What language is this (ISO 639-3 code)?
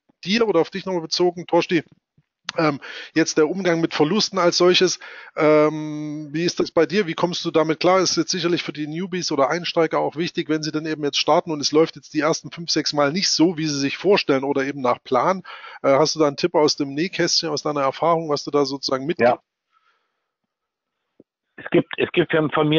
deu